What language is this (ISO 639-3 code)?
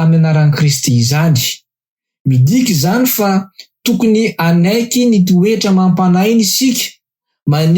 mlg